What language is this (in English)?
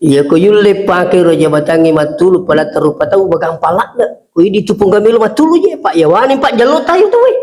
Buginese